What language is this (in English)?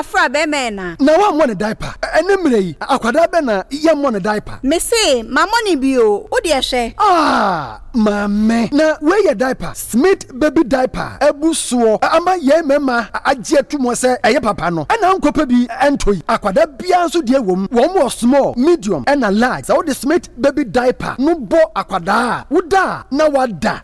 Akan